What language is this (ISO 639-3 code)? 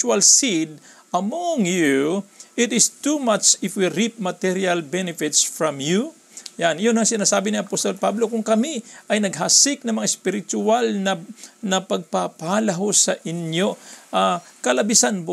fil